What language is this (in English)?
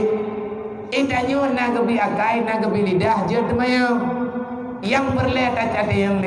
Achinese